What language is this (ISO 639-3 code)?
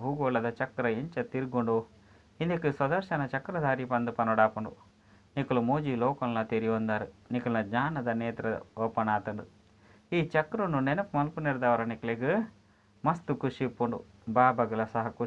tcy